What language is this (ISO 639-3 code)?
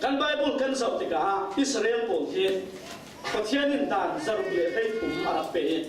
cfm